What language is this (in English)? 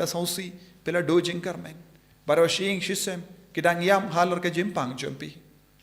Khasi